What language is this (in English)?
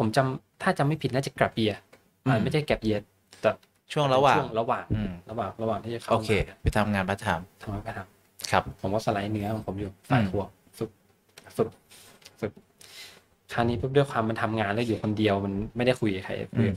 Thai